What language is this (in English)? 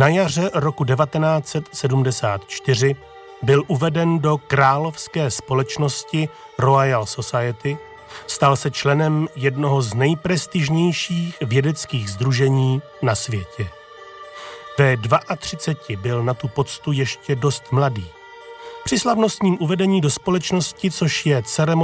Czech